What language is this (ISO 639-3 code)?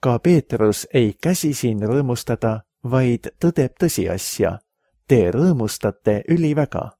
est